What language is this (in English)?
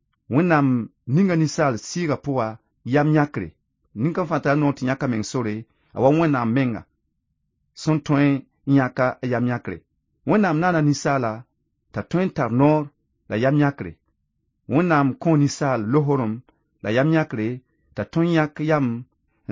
Mossi